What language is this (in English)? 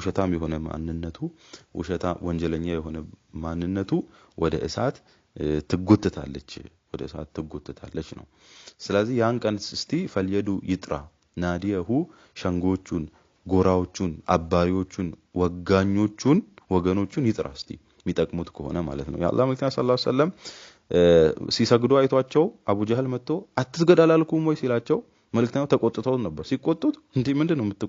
Amharic